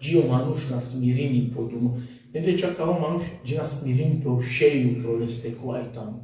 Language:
Balkan Romani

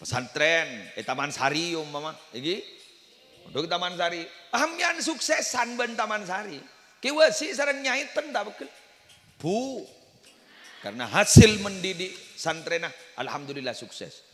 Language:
Madurese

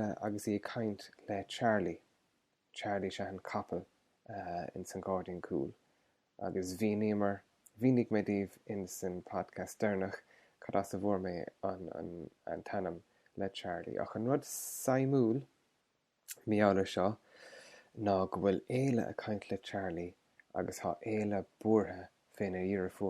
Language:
Irish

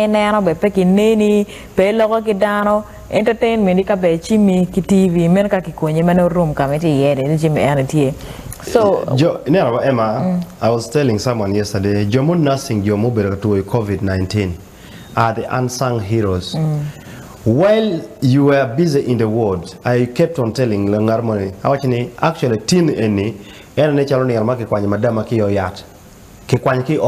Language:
Acoli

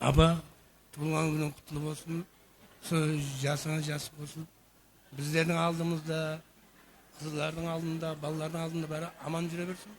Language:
Kara-Kalpak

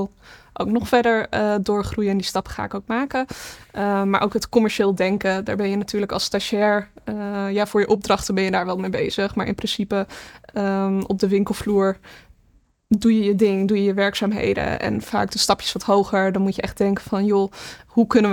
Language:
Dutch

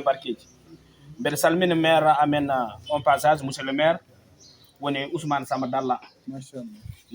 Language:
Fula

